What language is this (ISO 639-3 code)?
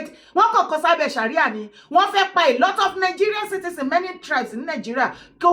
yor